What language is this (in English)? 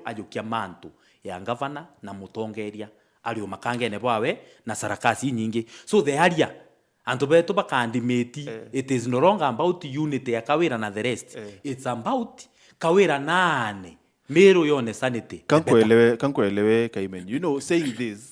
Meru